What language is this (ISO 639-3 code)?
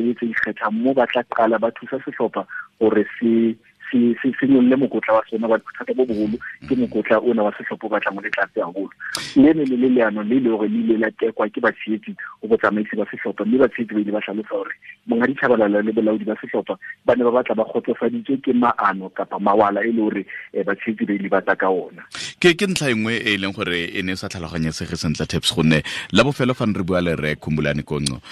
sot